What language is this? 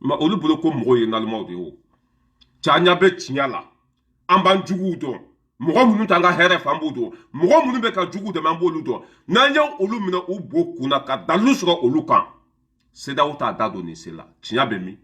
Bambara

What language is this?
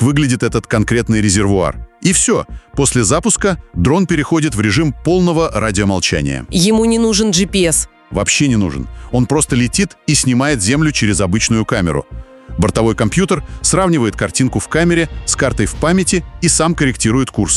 Russian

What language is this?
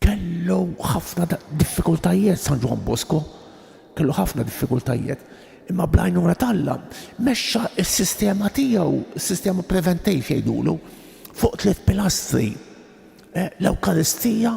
Maltese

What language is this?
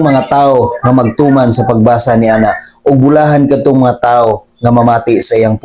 Cebuano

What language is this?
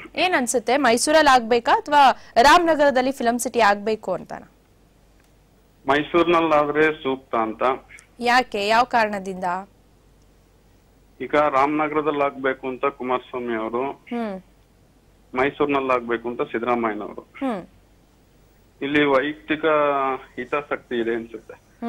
Kannada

